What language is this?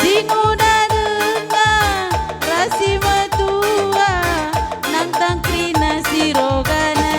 Batak Karo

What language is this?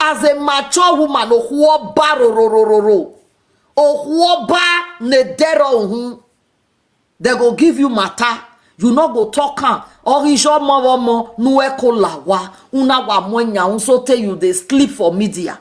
Nigerian Pidgin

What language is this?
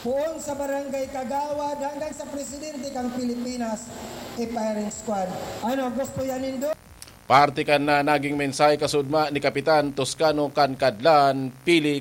Bikol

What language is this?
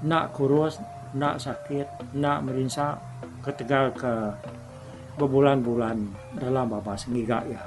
Iban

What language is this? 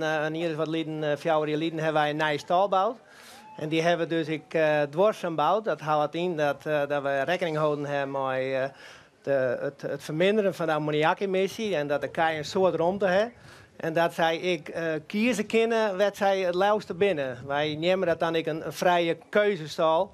Western Frisian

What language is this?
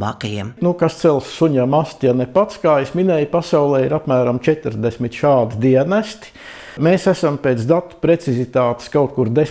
Latvian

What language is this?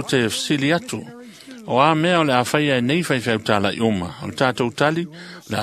Samoan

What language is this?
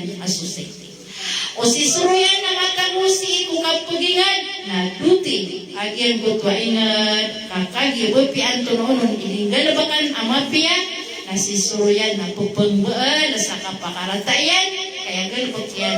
Maranao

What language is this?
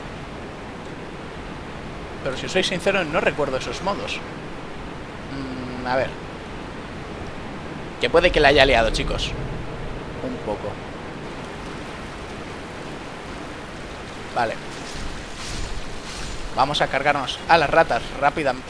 Spanish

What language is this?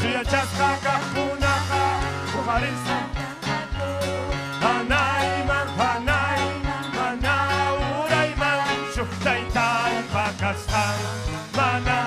Ayacucho Quechua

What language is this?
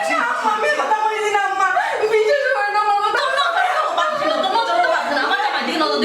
Sylheti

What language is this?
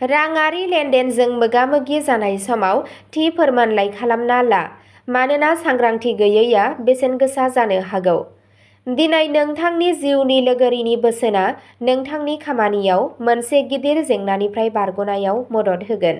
Bodo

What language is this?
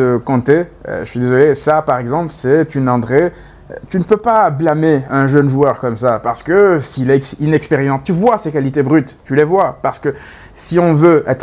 French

